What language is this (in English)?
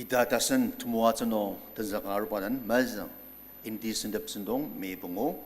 Ao Naga